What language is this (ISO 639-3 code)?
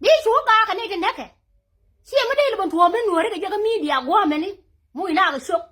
nus